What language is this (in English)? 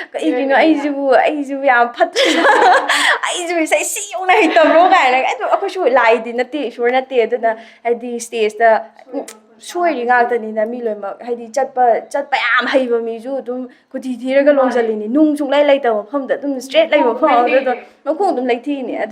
Manipuri